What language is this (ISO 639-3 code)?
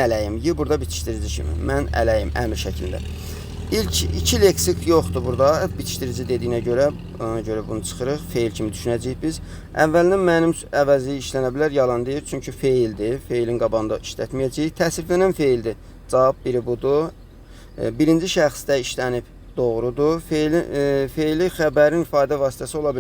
aze